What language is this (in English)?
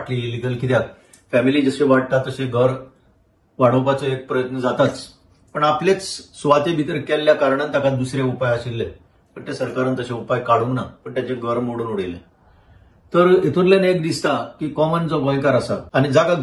Konkani